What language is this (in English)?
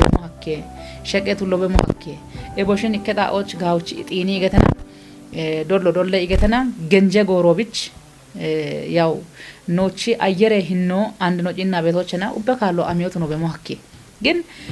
Kafa